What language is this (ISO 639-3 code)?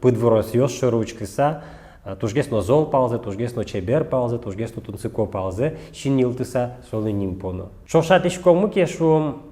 udm